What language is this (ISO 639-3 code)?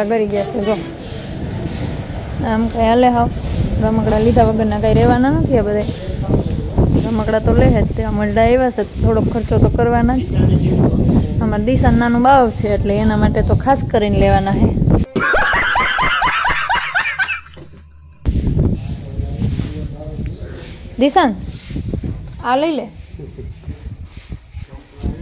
guj